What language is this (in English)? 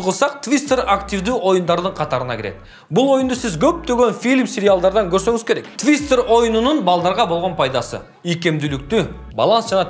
Kyrgyz